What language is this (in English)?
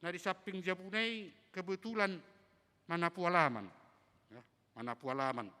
Batak Toba